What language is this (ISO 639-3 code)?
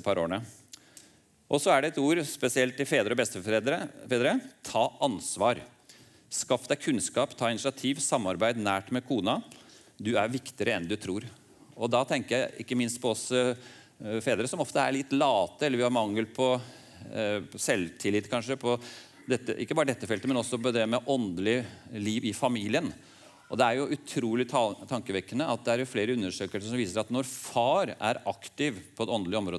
nor